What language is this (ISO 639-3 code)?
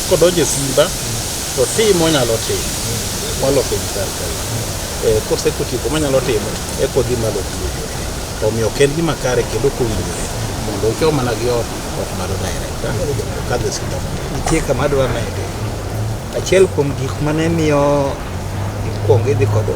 luo